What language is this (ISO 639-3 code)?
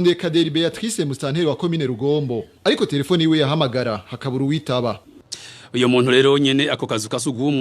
run